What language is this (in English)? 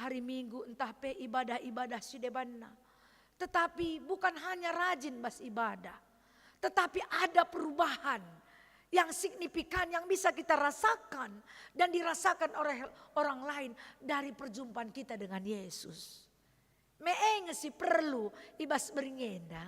Batak Karo